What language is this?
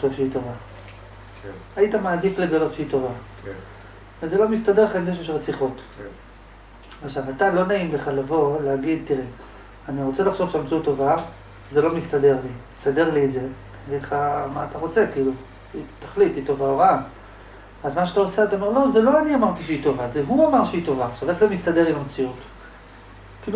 Hebrew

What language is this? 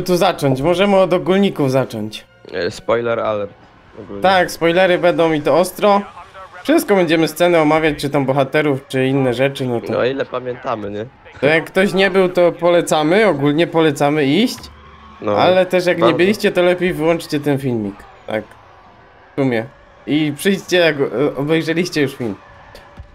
Polish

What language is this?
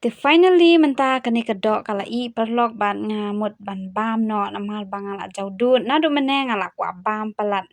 Khasi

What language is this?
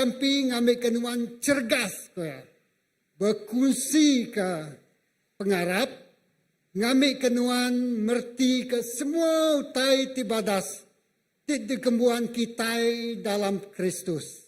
Iban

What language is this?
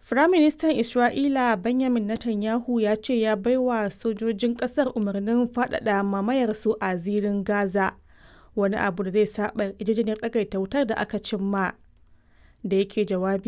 Hausa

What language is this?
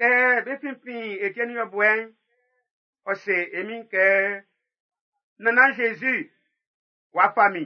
Baoulé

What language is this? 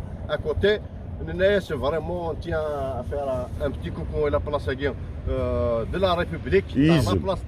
Kabyle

